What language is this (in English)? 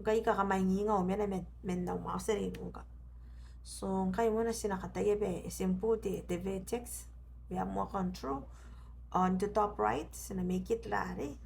Gilbertese